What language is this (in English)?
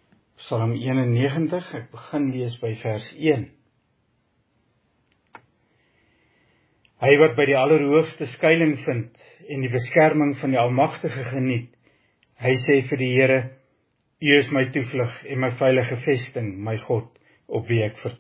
Afrikaans